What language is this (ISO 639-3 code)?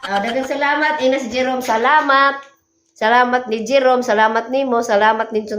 ceb